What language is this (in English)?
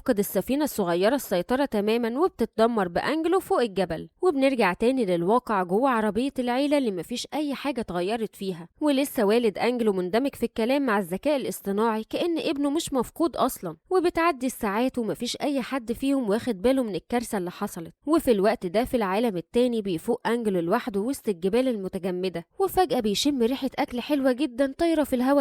Egyptian Arabic